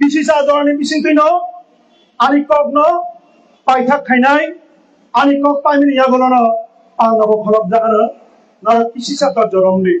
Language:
Kok Borok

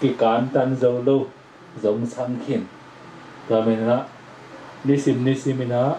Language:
Tedim Chin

